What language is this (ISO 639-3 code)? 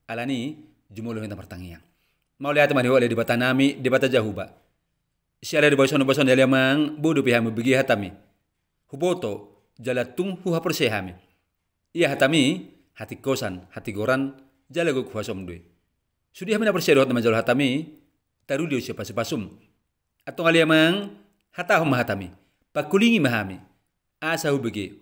bbc